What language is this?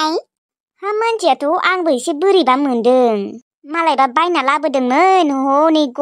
Bodo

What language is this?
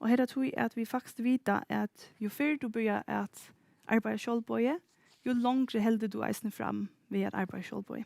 Faroese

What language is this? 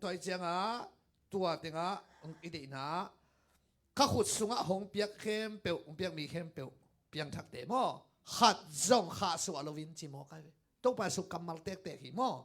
Tedim Chin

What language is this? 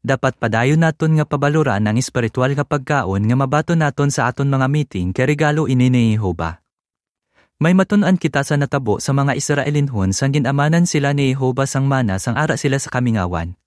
Hiligaynon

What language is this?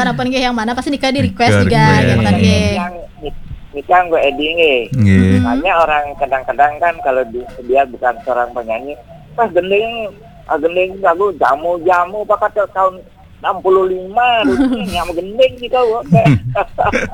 Balinese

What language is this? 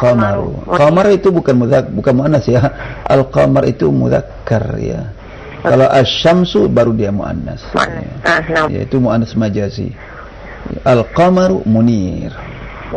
Indonesian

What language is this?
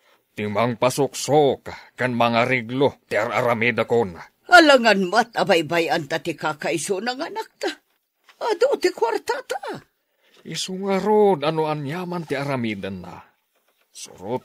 Iloko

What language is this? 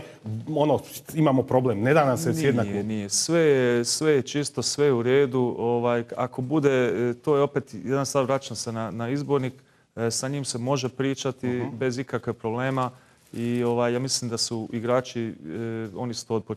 Croatian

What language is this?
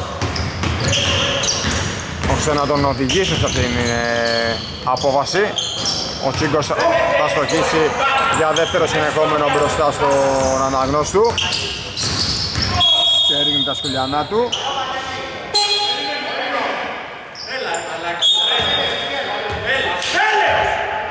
Greek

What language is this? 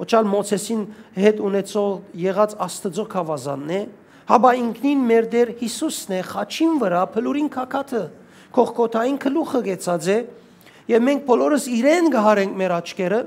Western Armenian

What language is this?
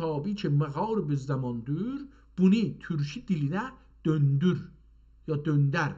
South Azerbaijani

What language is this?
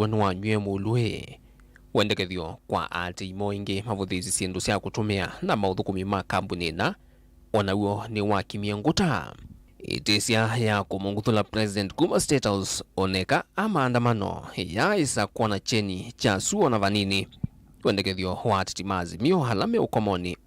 Kamba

